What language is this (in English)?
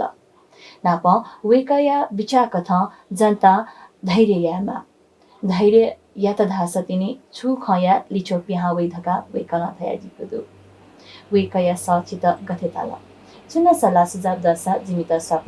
Newari